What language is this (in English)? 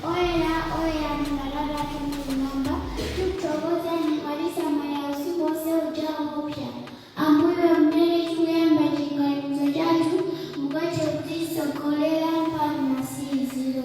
Nyanja